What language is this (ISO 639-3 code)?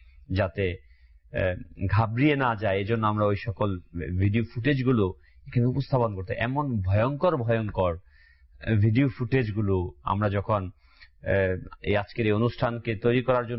ben